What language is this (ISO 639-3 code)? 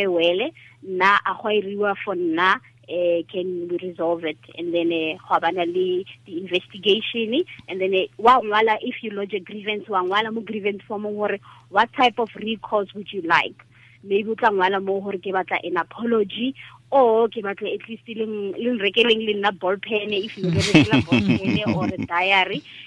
tsn